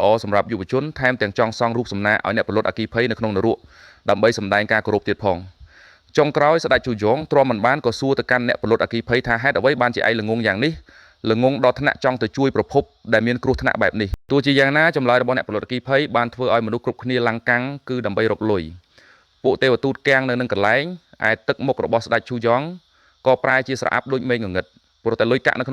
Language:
Khmer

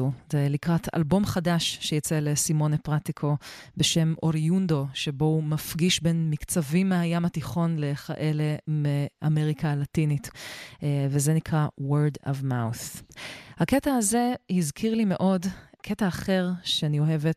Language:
Hebrew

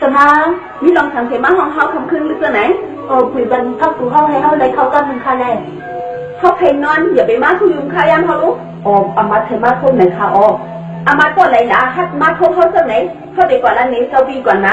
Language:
Shan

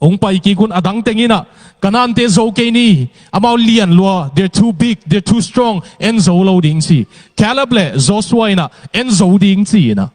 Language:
Tedim Chin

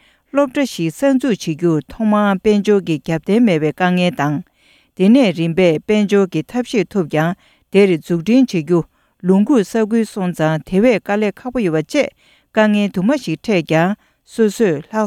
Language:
Tibetan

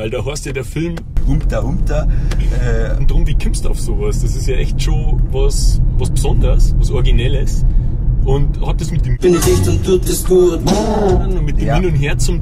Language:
Bavarian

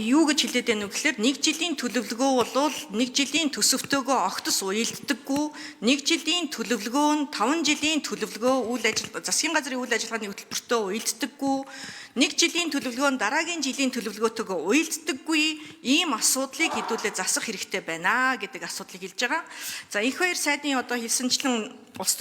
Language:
Mongolian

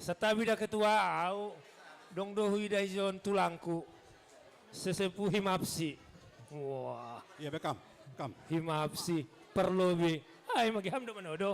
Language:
Batak Simalungun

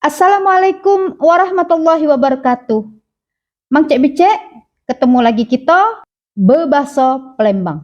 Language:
Musi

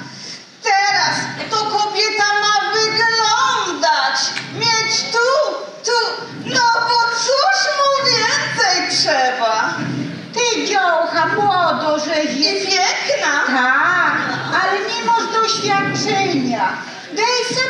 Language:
Silesian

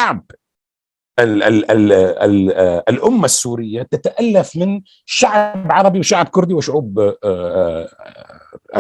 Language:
North Levantine Arabic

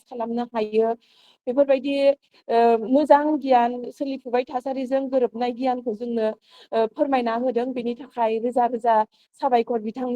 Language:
Bodo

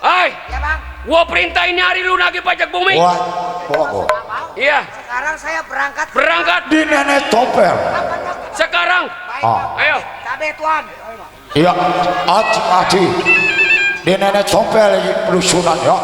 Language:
Betawi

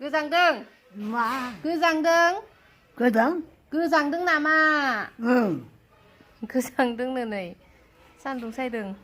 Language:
Bodo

